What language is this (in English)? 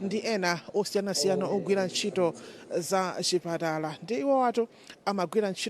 Nyanja